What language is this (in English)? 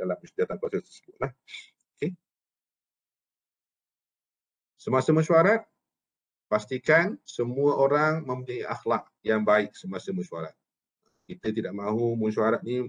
Malay